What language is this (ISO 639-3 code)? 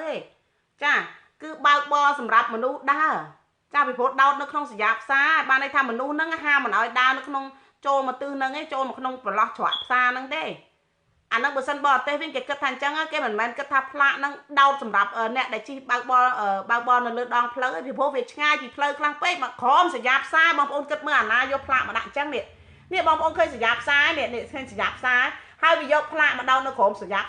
khm